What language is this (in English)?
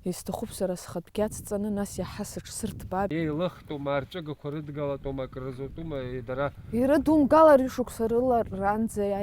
Abkhazian